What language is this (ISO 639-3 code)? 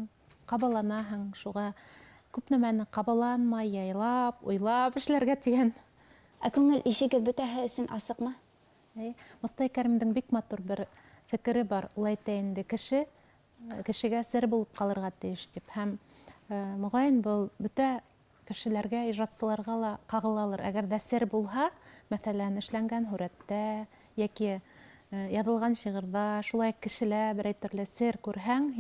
bak